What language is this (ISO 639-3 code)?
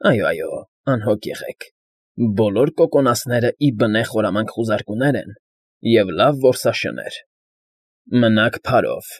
hye